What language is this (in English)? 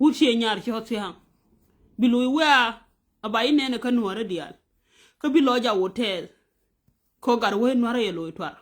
Nuer